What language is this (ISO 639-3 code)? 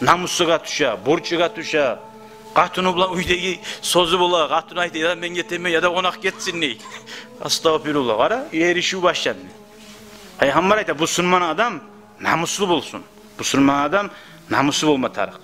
kum